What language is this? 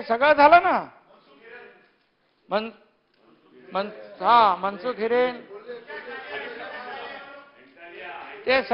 Marathi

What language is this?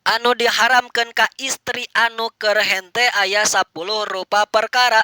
Sundanese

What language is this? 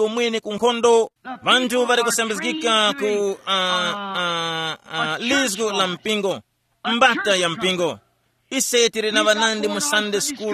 Tumbuka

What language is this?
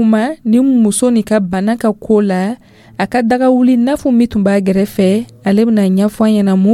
Dyula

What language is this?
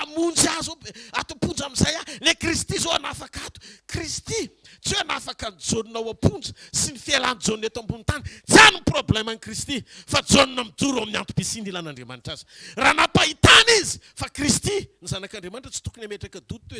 Malagasy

